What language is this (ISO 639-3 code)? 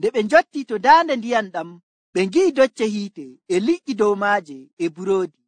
fuv